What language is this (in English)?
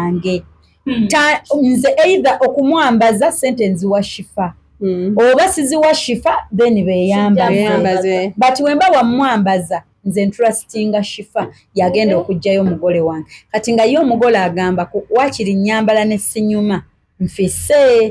Ganda